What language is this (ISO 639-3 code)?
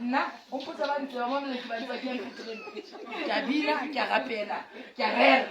sot